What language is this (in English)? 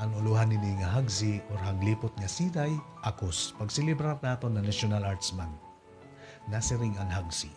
Waray